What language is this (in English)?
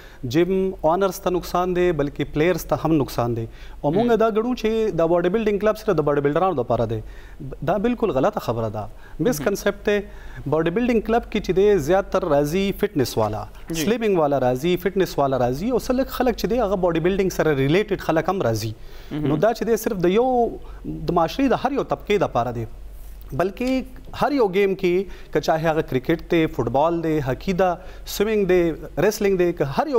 Pashto